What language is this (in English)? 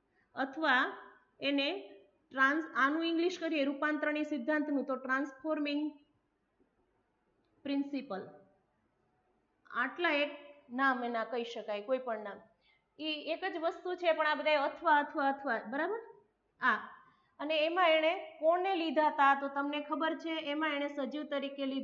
Gujarati